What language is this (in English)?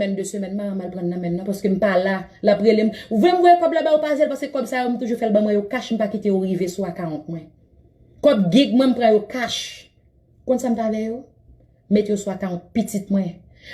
Haitian Creole